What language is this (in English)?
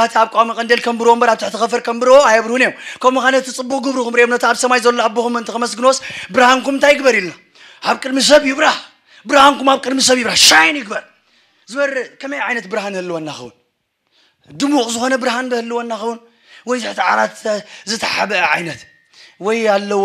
Tigrinya